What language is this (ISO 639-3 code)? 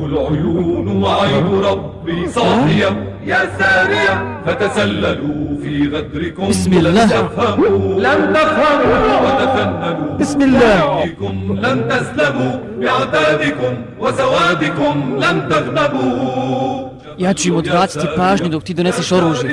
bos